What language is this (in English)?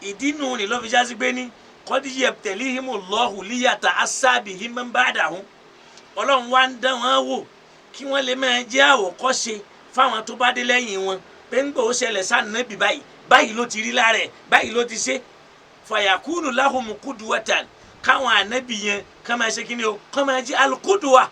Yoruba